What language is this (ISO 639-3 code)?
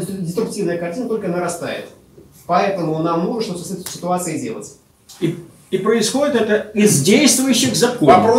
rus